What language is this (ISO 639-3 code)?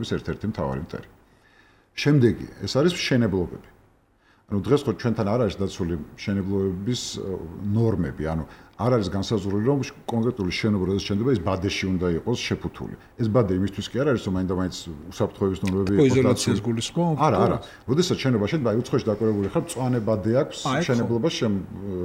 kat